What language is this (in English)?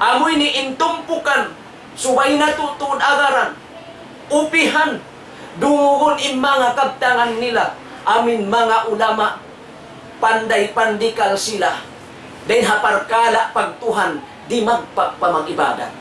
Tausug